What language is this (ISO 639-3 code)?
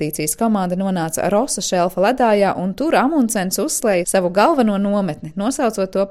lav